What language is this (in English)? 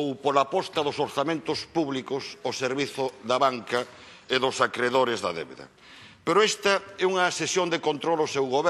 Galician